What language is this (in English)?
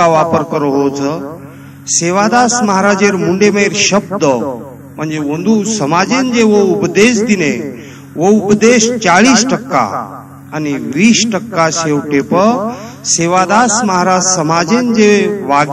Lambadi